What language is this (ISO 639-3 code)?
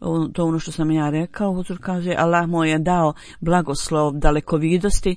bos